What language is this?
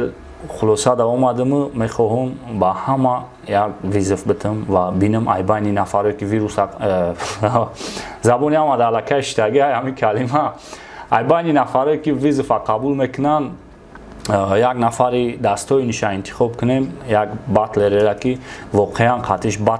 Tajik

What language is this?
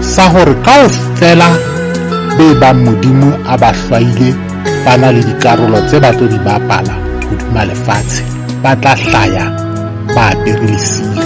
Southern Sotho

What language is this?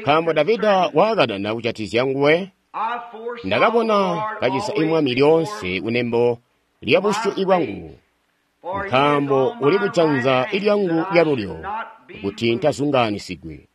Tonga (Zambia)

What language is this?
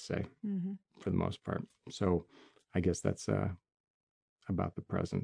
English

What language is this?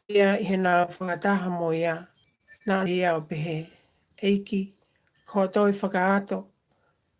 Tongan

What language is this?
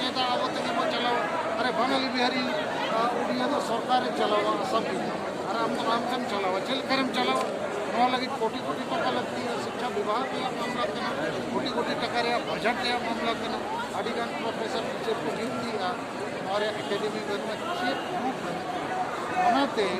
Santali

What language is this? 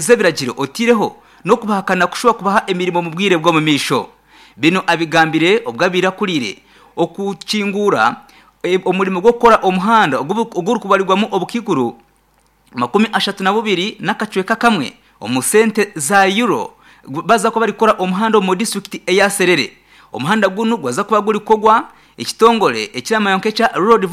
Nyankole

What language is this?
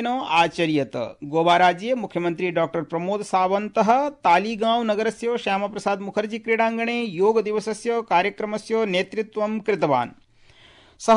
Sanskrit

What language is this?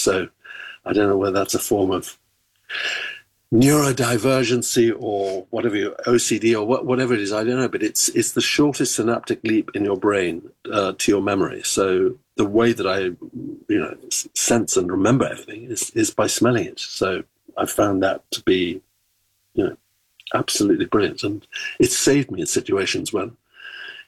English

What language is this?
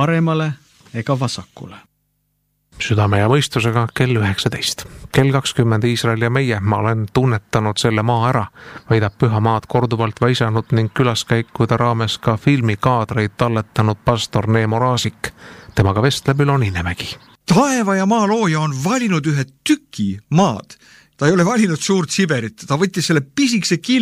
Estonian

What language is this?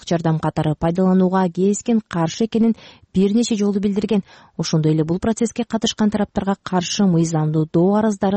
Kyrgyz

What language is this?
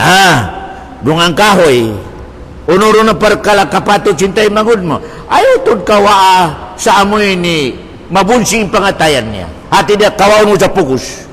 Tausug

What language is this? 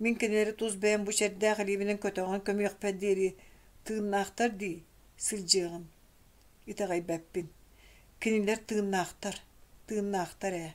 Yakut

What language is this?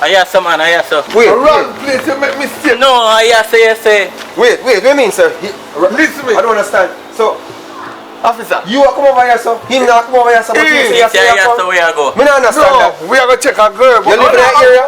Jamaican Creole English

